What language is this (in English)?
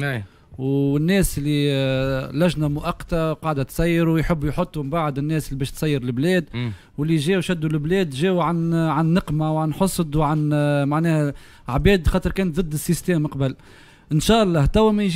Tunisian Arabic